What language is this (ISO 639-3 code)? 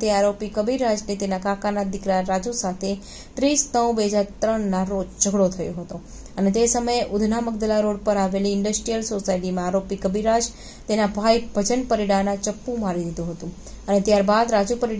guj